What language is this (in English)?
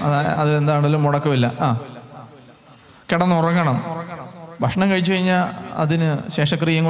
Malayalam